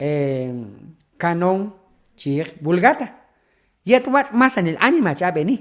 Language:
Q'anjob'al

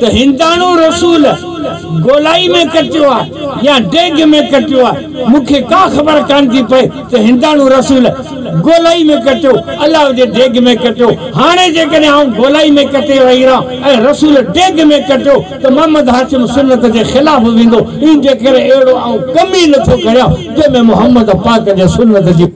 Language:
Sindhi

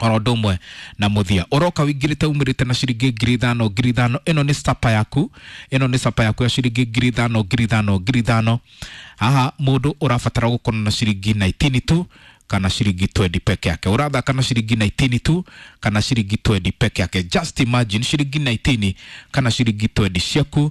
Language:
Kikuyu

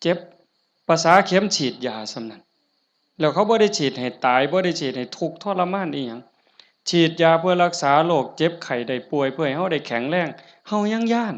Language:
Northeastern Thai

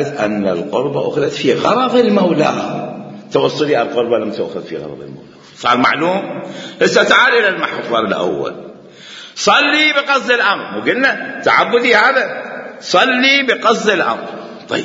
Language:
Mesopotamian Arabic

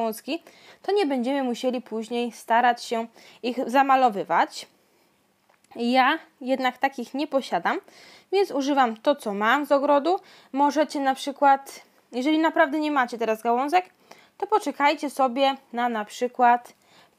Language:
Polish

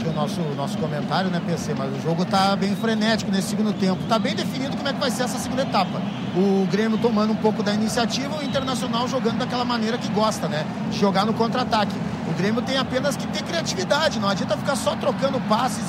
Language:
Portuguese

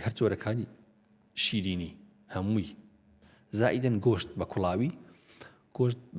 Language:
Central Kurdish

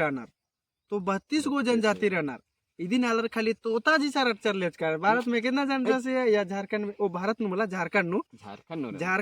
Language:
Kurukh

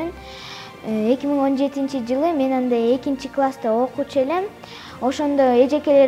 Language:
Kyrgyz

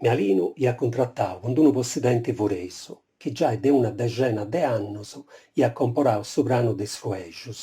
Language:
Sardinian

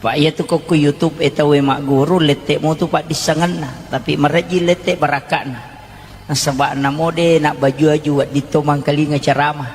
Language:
Buginese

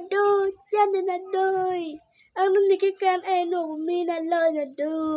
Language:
Acoli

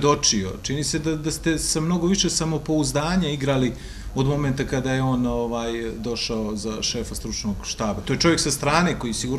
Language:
Bosnian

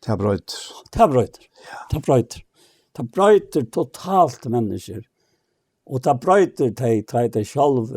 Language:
Faroese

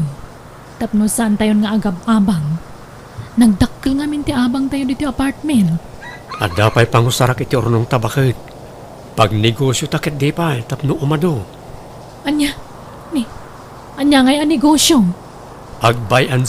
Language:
Iloko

